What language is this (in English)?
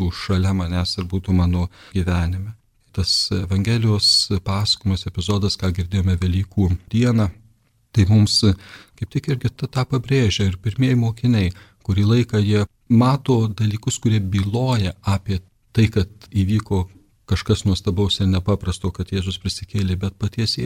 Lithuanian